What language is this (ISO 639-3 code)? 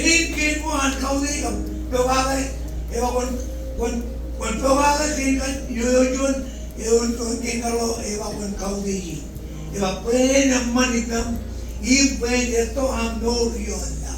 mah